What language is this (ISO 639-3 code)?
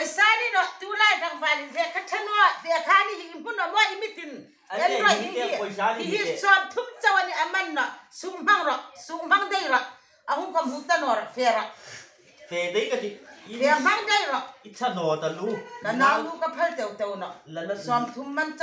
hmr